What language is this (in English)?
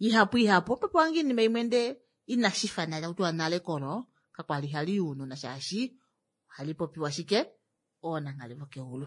Kuanyama